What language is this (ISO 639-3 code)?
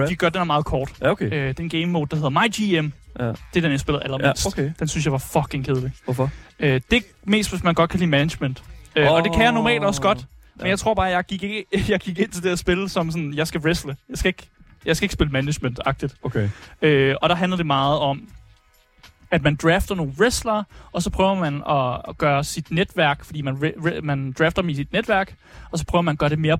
dan